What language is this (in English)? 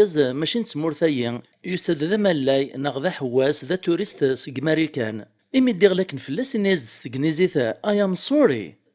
Kabyle